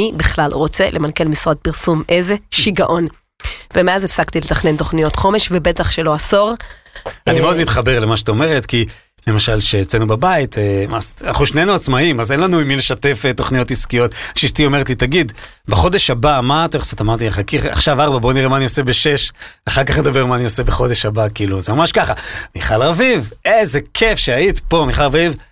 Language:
Hebrew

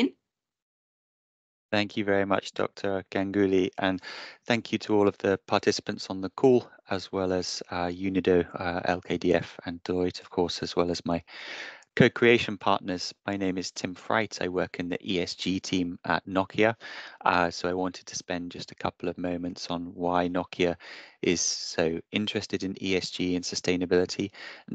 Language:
English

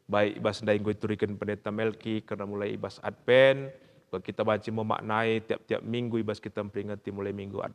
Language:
Batak Karo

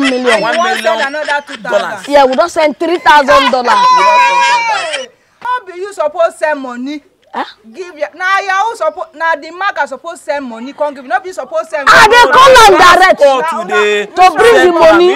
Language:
Nigerian Pidgin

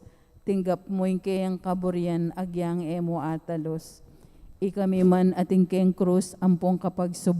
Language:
Pampanga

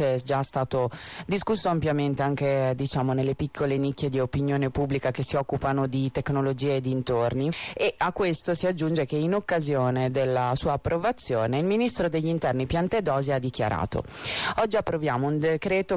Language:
Italian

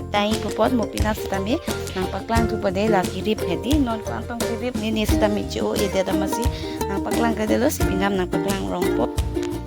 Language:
Karbi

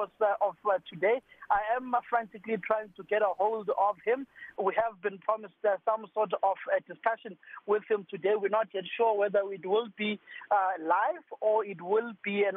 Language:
English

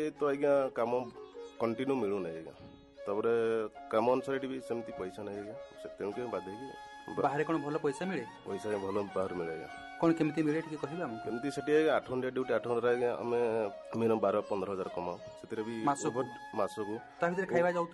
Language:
Odia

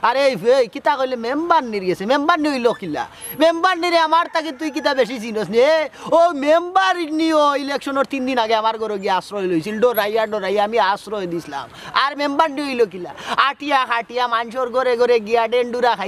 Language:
Sylheti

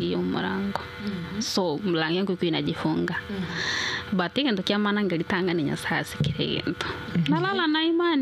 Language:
Gusii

